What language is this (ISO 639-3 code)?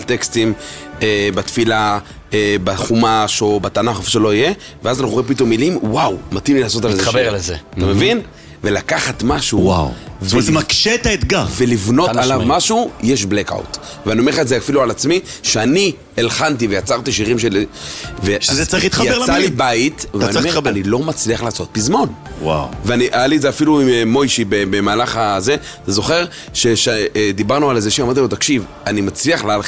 heb